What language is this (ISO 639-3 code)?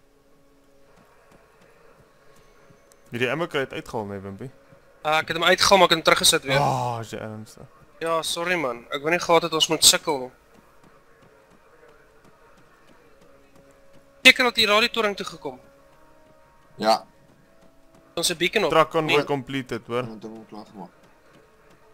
afr